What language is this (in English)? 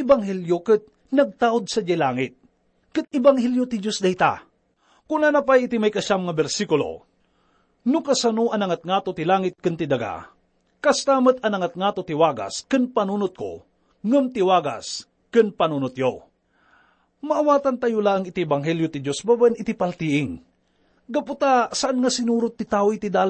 Iloko